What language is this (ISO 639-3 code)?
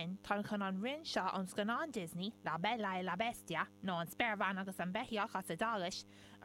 gle